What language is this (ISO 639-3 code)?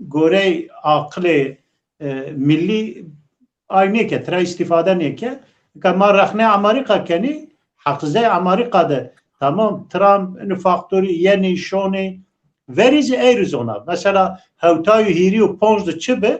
zza